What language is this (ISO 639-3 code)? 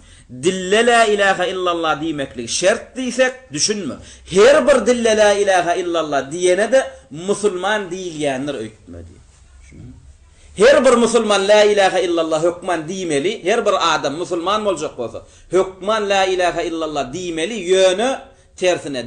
tuk